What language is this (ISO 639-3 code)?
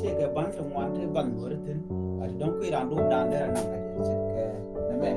nus